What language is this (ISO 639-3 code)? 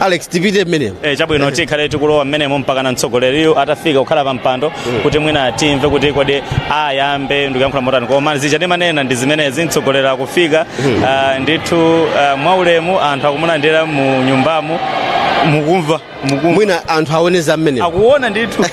nya